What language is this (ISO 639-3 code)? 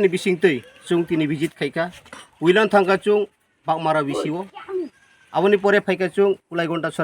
trp